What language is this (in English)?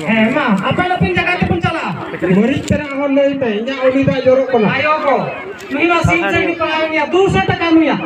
Santali